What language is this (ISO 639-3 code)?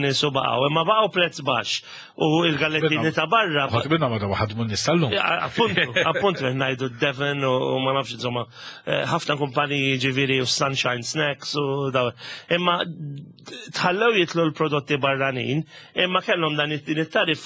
mlt